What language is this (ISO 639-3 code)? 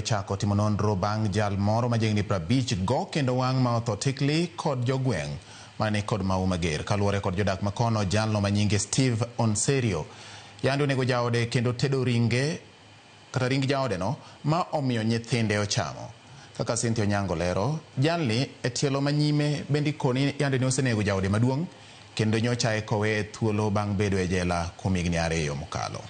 luo